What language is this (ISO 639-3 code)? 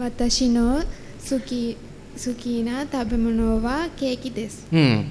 sin